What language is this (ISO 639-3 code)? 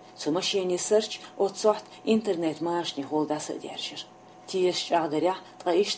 che